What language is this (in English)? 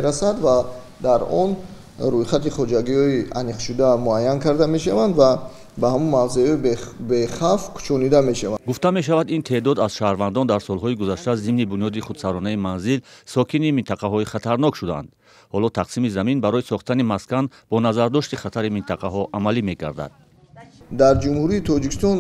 Tajik